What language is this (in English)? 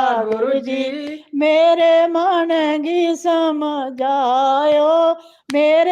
Dogri